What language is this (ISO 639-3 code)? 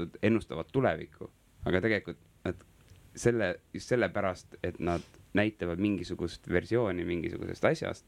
est